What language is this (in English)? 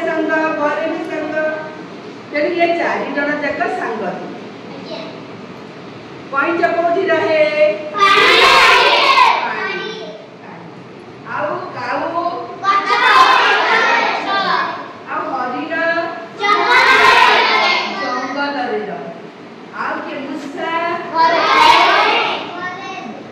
Odia